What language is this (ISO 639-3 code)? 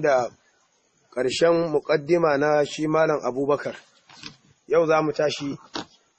hau